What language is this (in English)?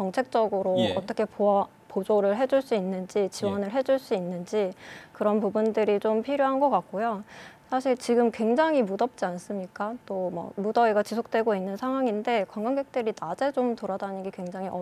Korean